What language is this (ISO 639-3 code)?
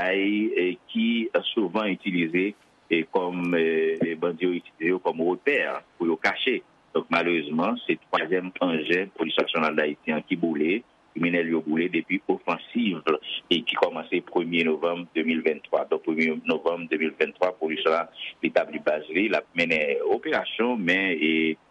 hat